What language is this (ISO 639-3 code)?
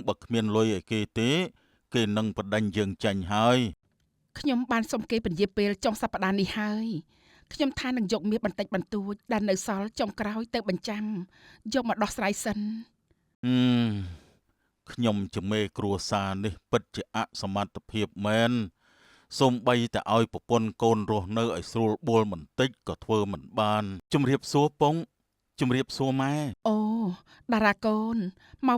khm